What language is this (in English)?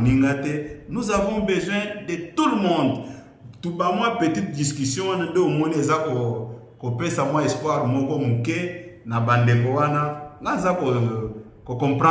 Lingala